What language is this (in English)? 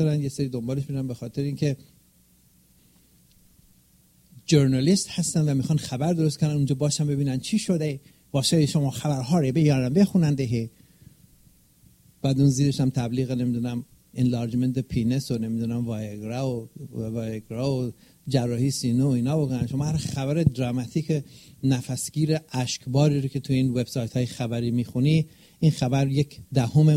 Persian